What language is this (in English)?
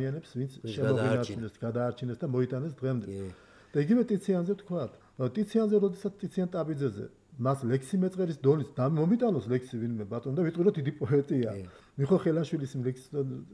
Georgian